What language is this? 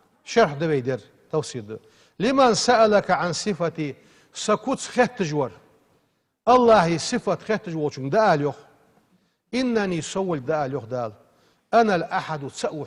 Ingush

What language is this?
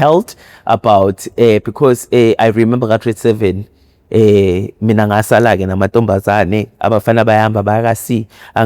Zulu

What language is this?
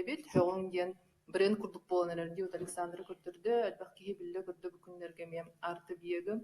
Yakut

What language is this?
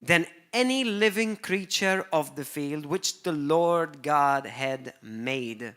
English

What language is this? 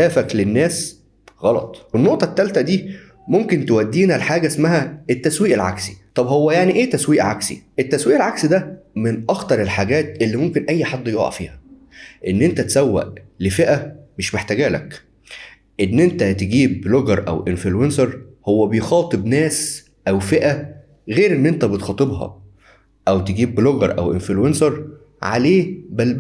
Egyptian Arabic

